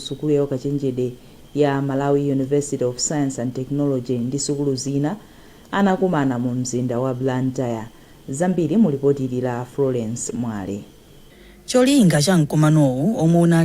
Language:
Nyanja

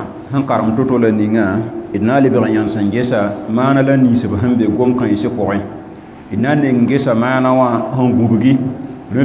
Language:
Mossi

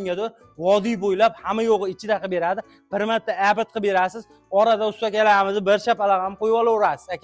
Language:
Uzbek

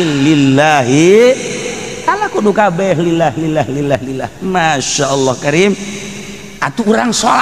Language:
Sundanese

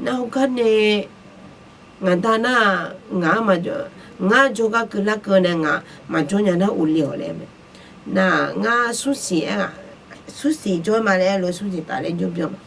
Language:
Akha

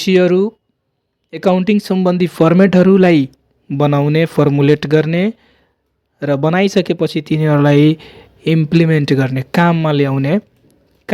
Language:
Nepali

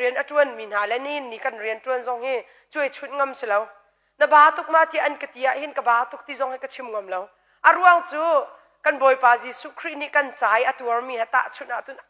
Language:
Hakha Chin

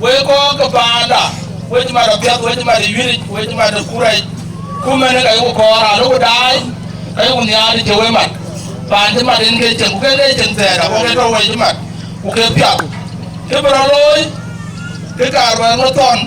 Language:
Dinka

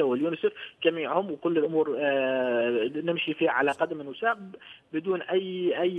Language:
Arabic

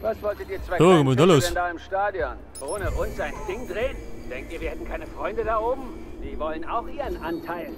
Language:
Bavarian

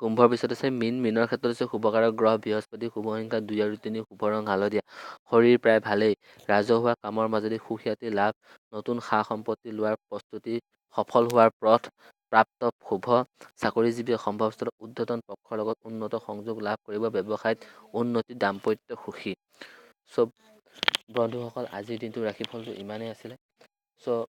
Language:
Assamese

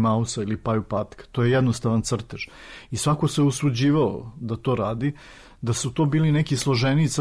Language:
Serbian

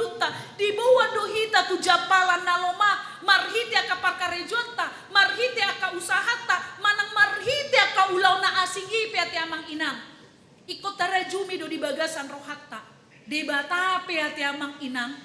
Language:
Batak Toba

